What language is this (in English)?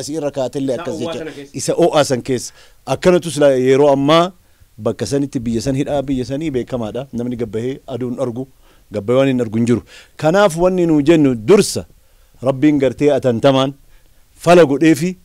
Oromo